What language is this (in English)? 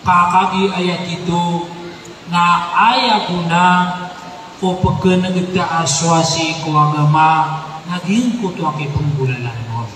Maranao